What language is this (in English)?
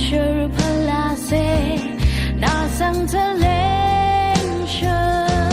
Rawang